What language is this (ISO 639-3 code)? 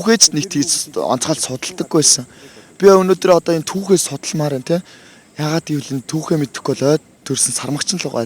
mon